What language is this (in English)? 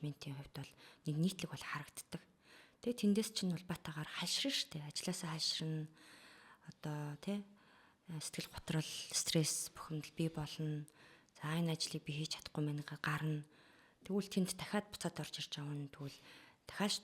Mongolian